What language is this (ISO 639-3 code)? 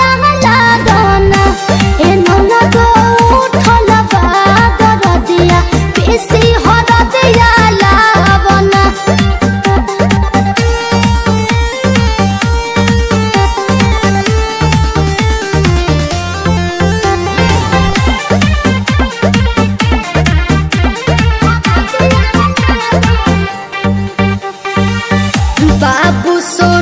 bho